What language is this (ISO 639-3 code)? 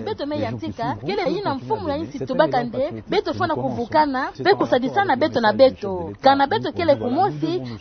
ktu